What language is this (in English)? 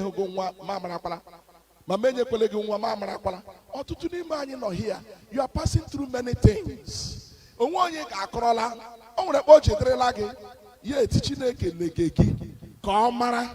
Igbo